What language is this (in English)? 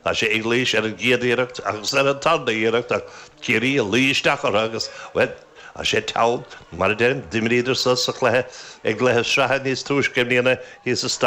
Irish